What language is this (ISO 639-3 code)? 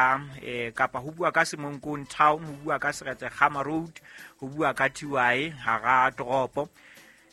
sot